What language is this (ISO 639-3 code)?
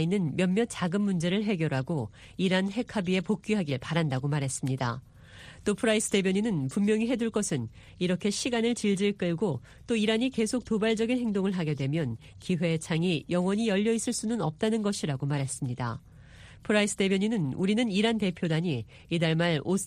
kor